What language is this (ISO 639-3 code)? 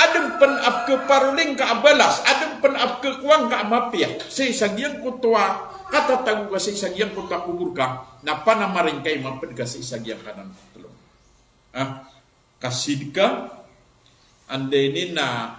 mrw